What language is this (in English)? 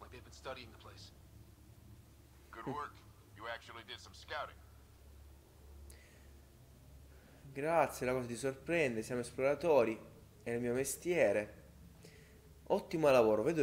Italian